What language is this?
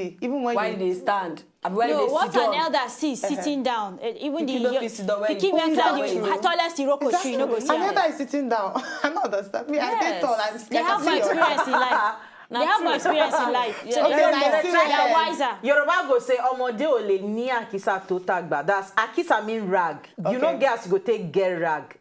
Nigerian Pidgin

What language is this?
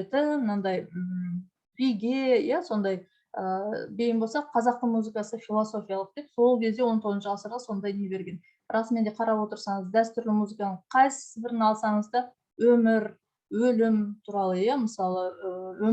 Kazakh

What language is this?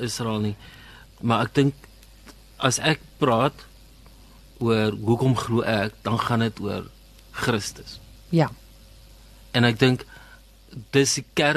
Afrikaans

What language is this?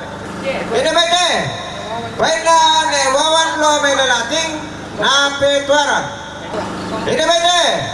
Toraja-Sa'dan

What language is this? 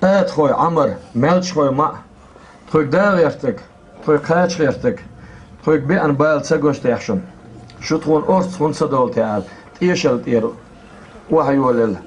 Chechen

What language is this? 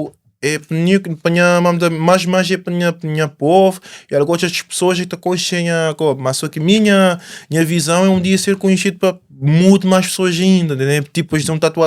Kabuverdianu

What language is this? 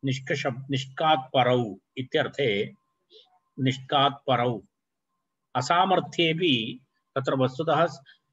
Sanskrit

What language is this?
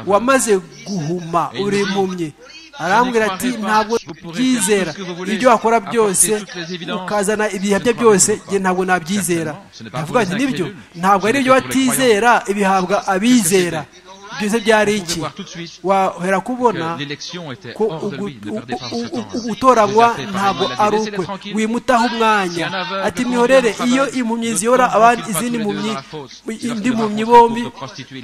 Kinyarwanda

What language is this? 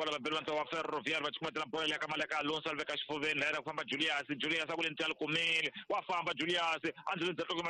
Tsonga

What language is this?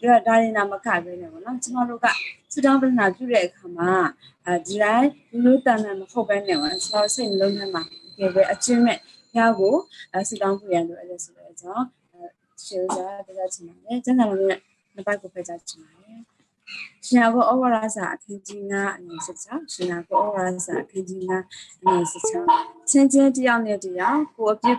Burmese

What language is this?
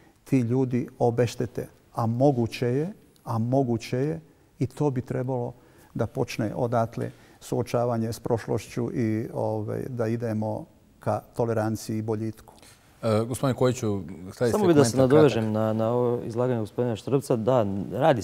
Serbian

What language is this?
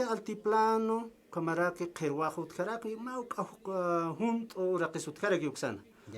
Aymara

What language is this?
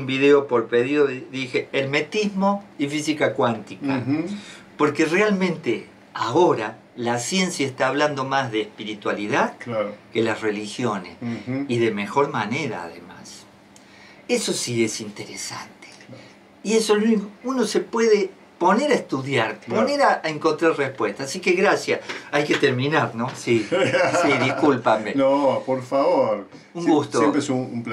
Spanish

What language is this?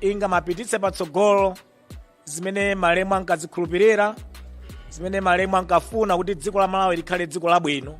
Nyanja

